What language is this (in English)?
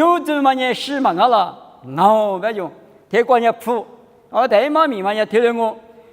Lisu